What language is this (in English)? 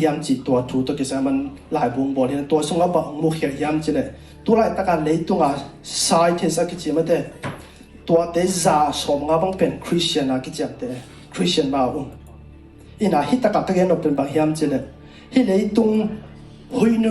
Tedim Chin